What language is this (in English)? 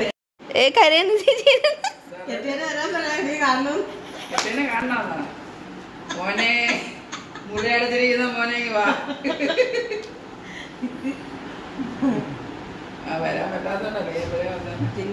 Malayalam